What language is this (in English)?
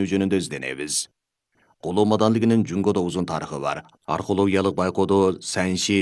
Kyrgyz